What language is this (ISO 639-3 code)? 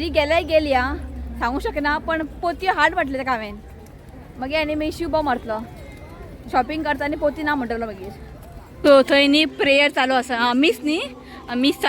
kok